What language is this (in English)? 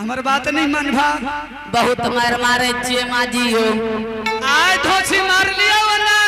Angika